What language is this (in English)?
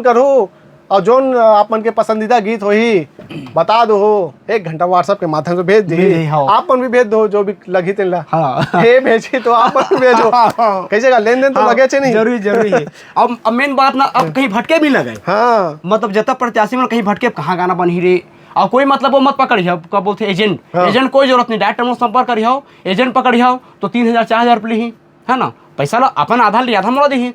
Chhattisgarhi